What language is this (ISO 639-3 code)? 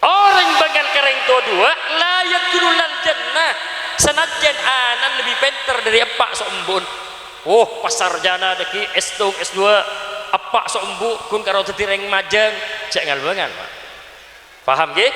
mad